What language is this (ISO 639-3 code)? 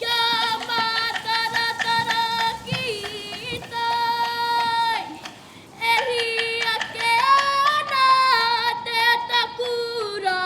mri